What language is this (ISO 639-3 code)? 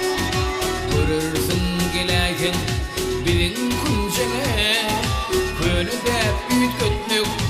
tuk